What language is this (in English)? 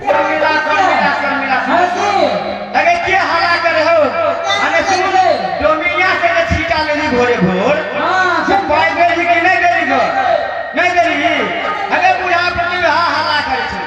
Maithili